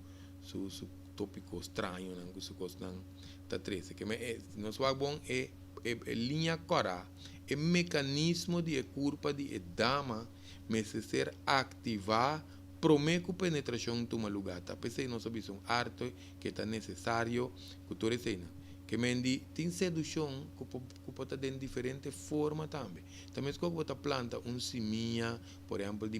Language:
Papiamento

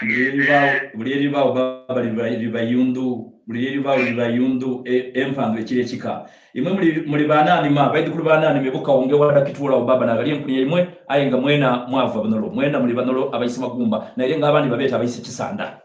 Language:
Soga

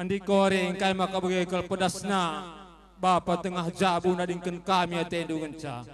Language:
Batak Karo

